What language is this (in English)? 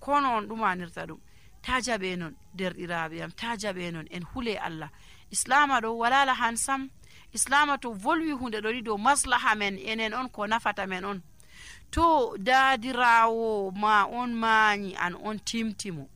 Nigerian Fulfulde